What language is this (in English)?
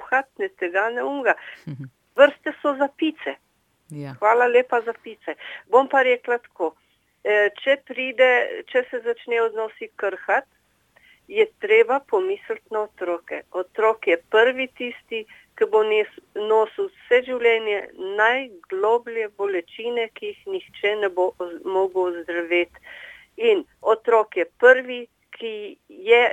Slovenian